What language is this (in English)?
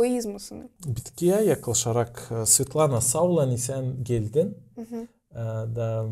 Gagauz